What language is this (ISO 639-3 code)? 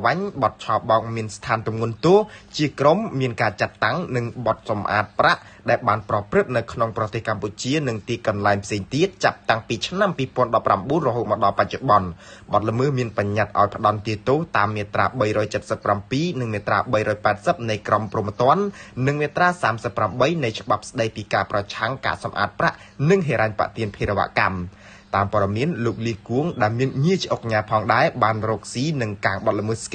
khm